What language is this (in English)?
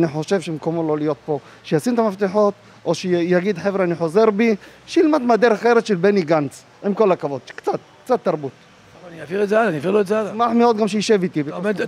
Hebrew